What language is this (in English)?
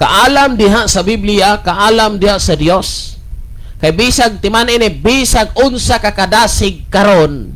Cebuano